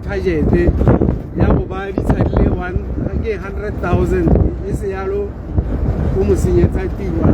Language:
Tswana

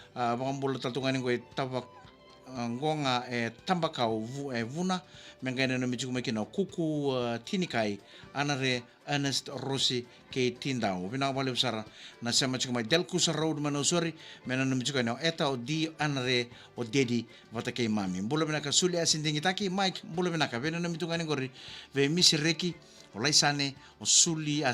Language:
Fijian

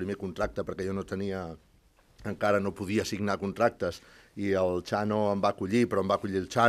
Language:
Catalan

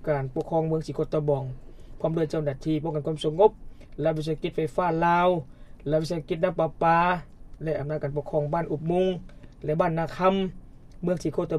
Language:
Lao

